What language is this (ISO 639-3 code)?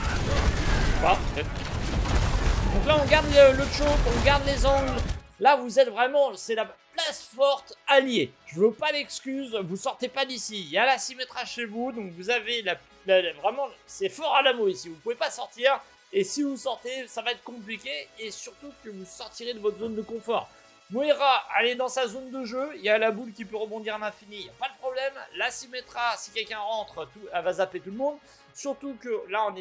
fra